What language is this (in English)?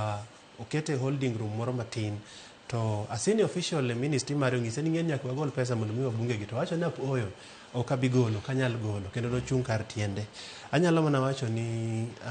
Luo (Kenya and Tanzania)